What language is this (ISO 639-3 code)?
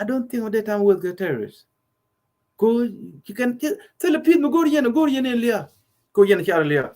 nus